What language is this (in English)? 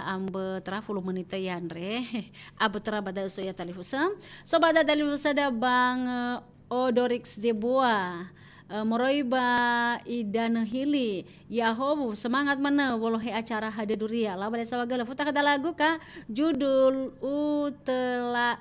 Nias